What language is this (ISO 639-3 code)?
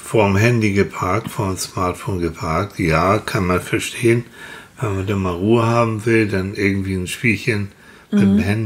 deu